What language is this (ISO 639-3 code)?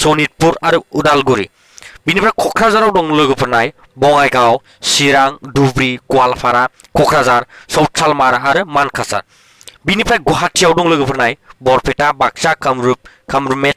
brx